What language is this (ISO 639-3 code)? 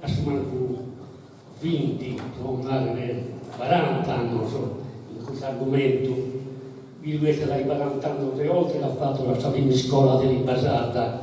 srd